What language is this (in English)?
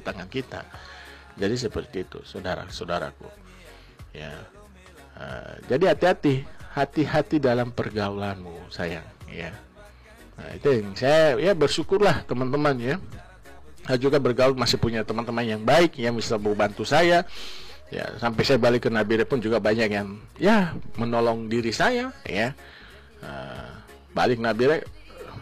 Indonesian